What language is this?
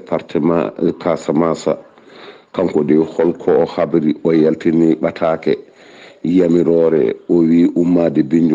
Fula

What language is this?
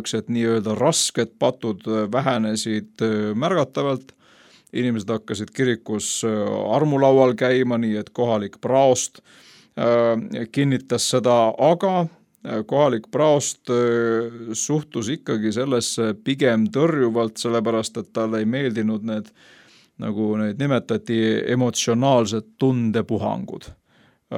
Estonian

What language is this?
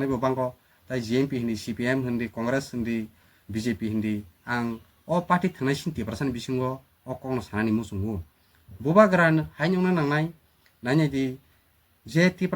Kok Borok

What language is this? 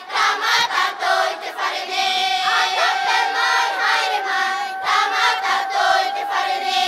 Tahitian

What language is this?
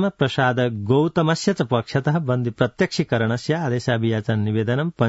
Sanskrit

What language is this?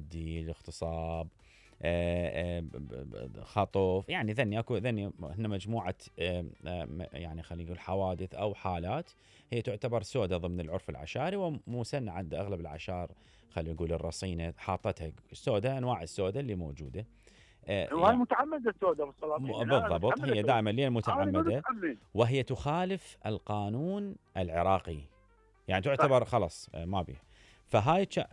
Mesopotamian Arabic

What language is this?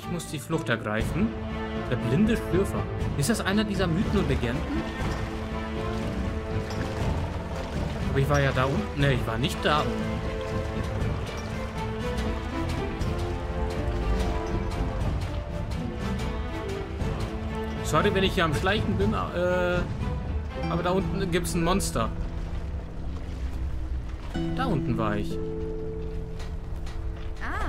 German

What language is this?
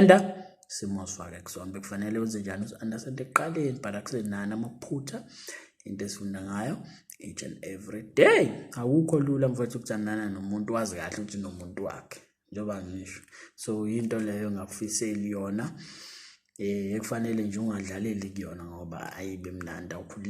Zulu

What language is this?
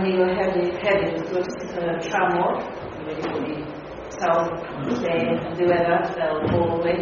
Welsh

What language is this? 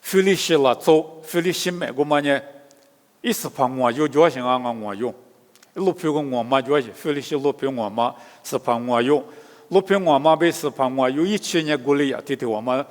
Lisu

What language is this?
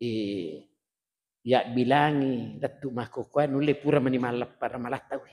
Buginese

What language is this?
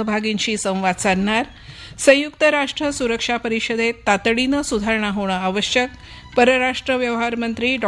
Marathi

